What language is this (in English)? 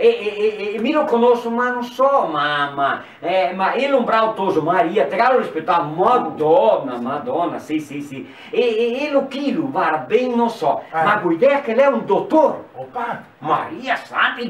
Venetian